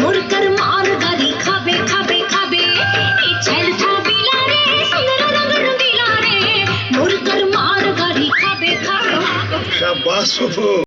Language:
Chhattisgarhi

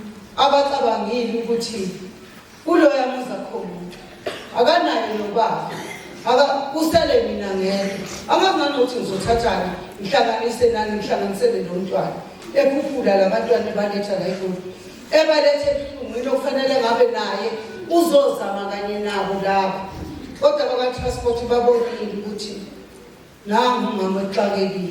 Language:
Zulu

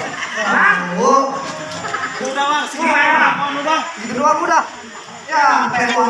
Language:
Betawi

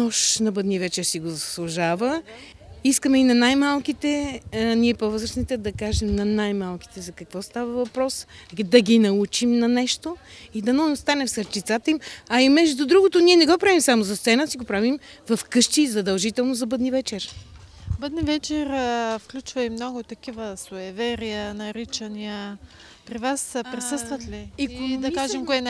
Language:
Bulgarian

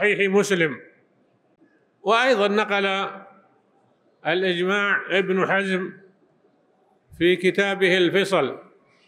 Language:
Arabic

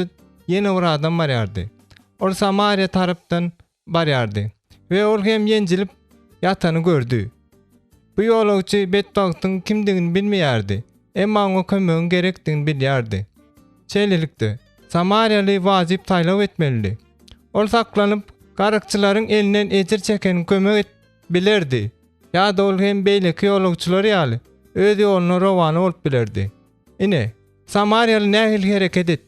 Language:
Turkmen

